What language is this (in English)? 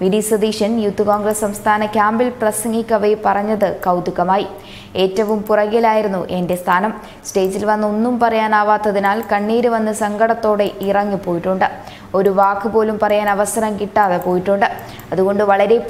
Malayalam